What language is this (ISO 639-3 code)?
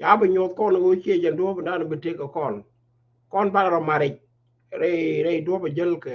nus